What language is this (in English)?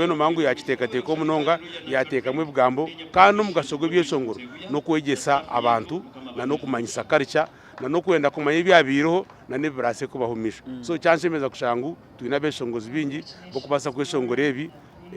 Nyankole